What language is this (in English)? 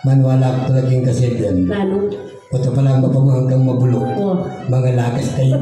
Pampanga